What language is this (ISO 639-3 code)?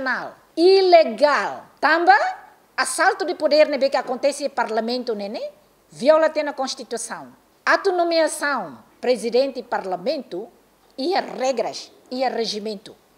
tet